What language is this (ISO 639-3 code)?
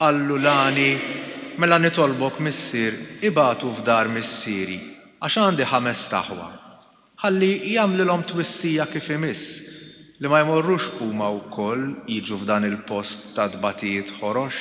mlt